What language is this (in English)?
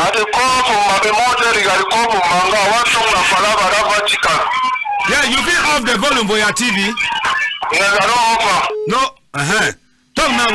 Cameroon Pidgin